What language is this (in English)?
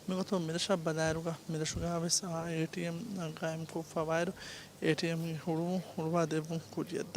Divehi